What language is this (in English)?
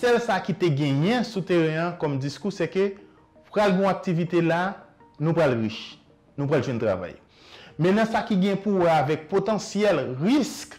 Haitian Creole